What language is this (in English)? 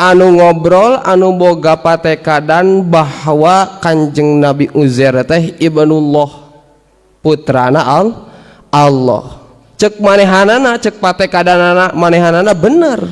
Sundanese